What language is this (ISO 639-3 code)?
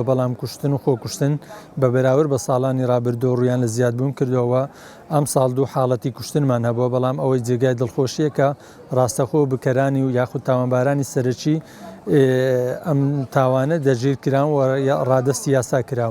ckb